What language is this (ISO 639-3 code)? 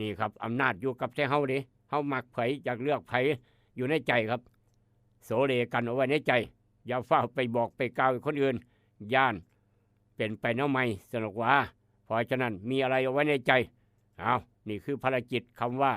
tts